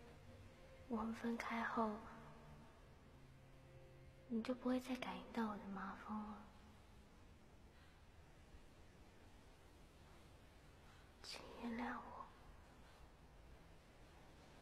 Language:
Chinese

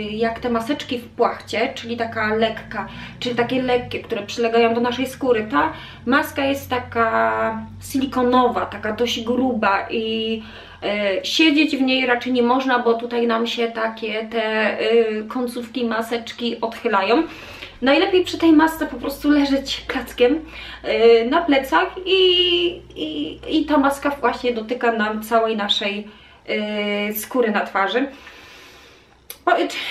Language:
Polish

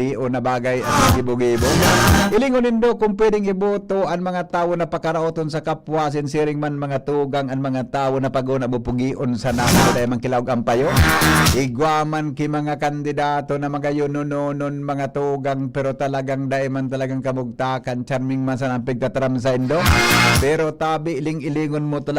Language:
Bikol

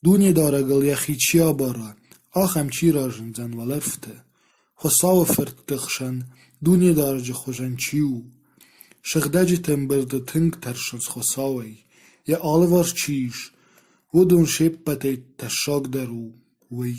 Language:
Ossetic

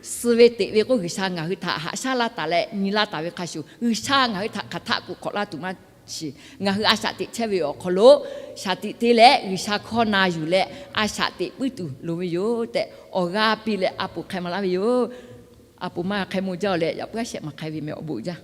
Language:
Lahu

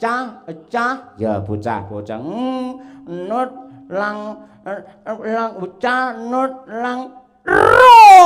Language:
Javanese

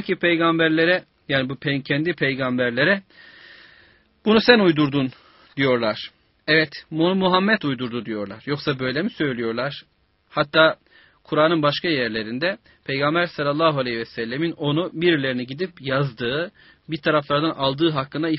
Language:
Turkish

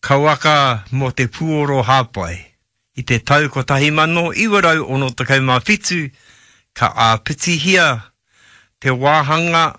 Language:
Māori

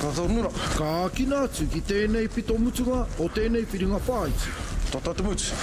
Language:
Māori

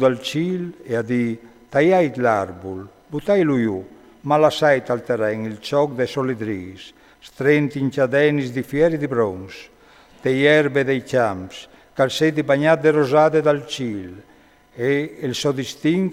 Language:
Friulian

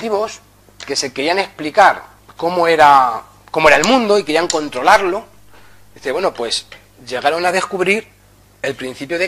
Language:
Spanish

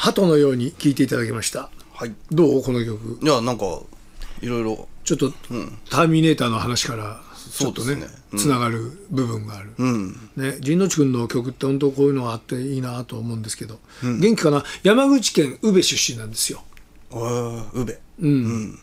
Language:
Japanese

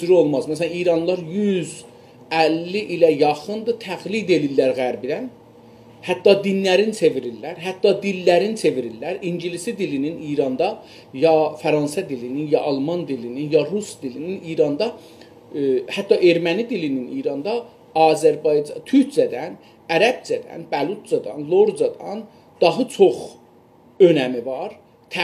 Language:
South Azerbaijani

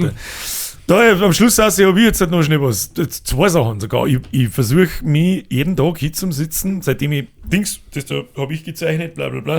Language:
Bavarian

